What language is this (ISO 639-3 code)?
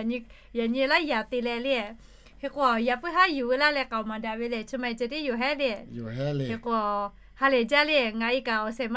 lhu